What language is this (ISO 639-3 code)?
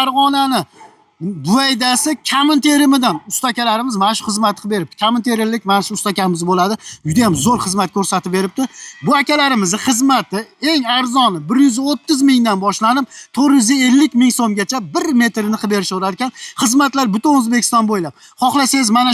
uzb